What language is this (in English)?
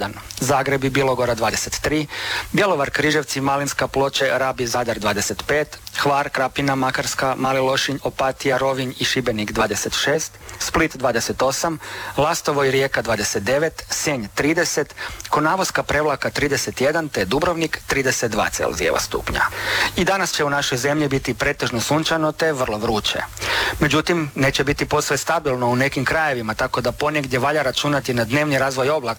Croatian